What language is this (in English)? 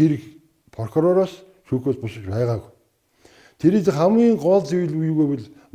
Mongolian